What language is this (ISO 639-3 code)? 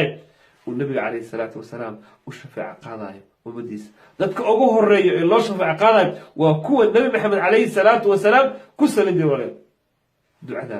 som